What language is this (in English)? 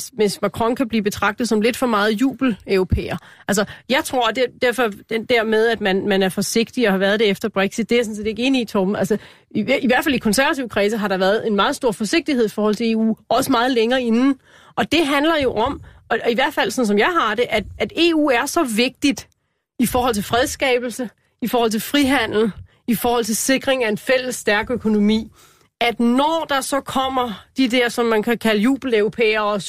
Danish